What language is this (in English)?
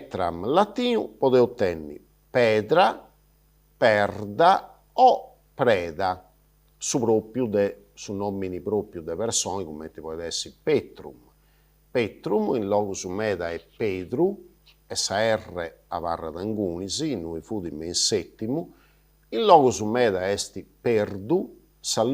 Sardinian